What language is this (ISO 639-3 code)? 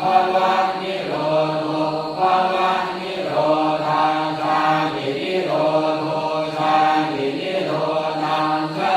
pli